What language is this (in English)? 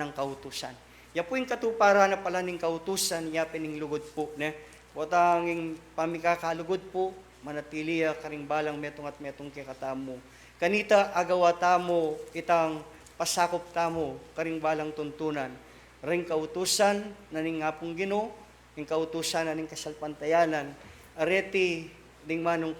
Pampanga